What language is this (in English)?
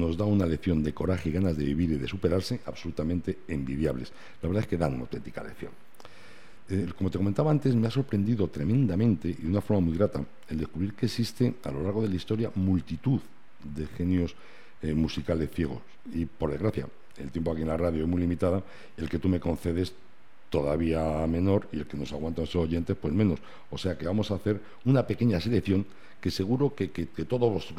Spanish